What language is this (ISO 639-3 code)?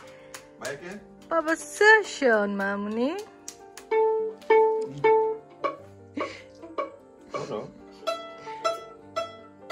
ben